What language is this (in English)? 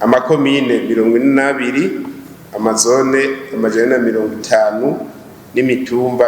Rundi